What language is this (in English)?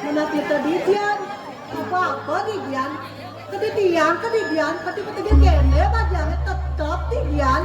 Balinese